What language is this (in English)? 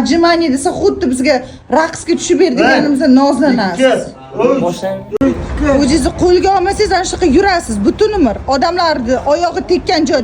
Uzbek